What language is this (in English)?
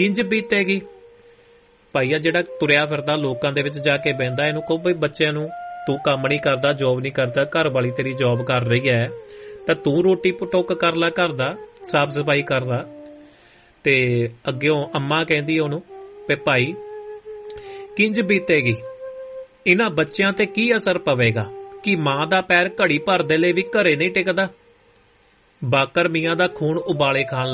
Punjabi